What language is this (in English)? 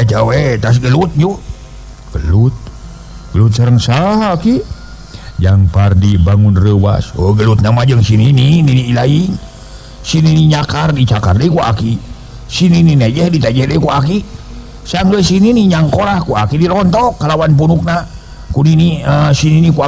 Sundanese